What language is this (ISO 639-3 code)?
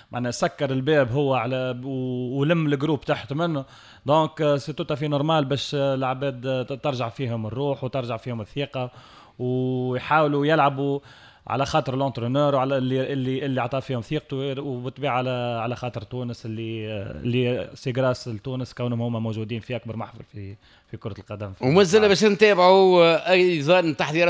aeb